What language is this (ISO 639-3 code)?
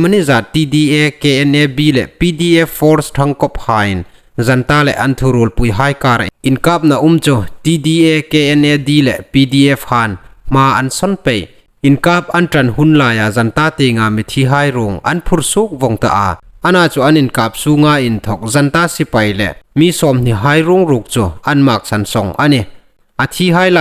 hmr